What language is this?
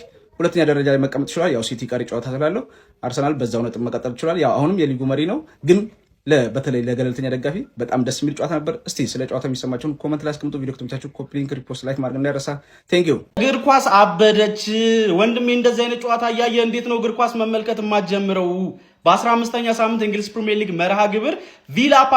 Amharic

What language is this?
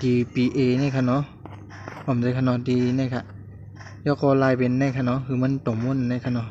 Shan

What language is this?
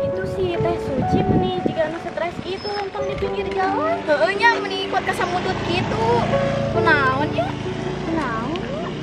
Sundanese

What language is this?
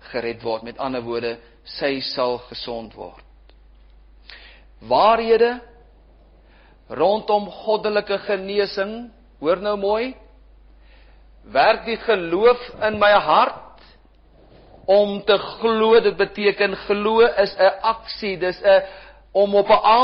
Afrikaans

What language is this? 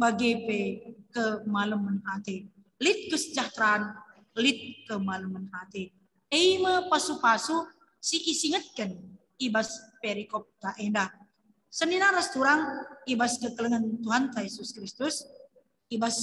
Batak Karo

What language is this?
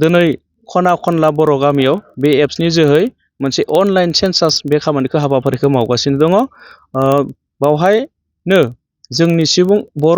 Bodo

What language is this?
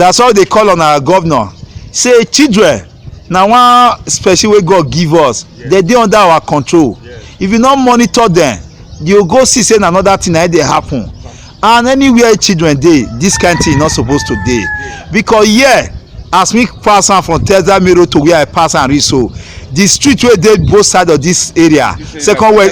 Nigerian Pidgin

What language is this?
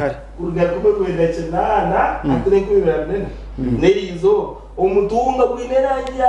Nyankole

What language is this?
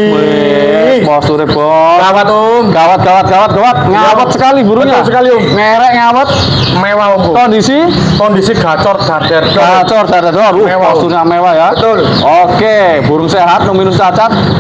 Indonesian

